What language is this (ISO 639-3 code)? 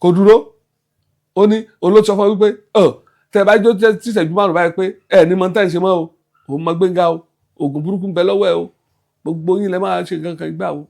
yor